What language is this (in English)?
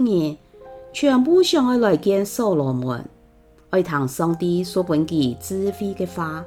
Hakka Chinese